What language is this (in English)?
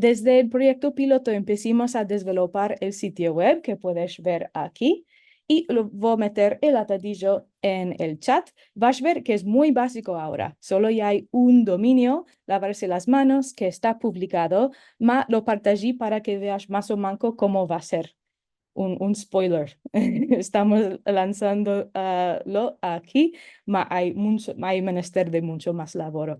Ladino